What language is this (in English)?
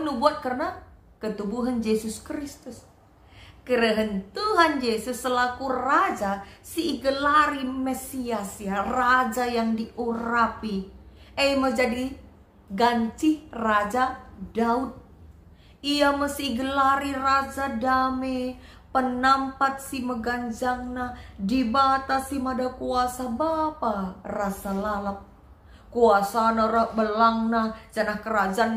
Batak Karo